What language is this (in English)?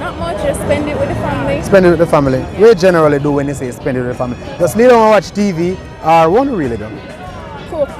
Jamaican Creole English